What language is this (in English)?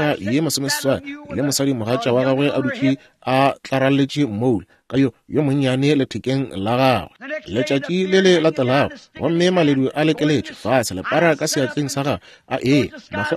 Northern Sotho